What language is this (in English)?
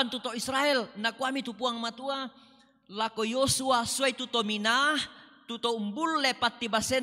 Toraja-Sa'dan